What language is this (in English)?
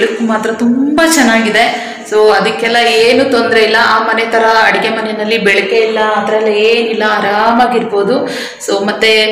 Kannada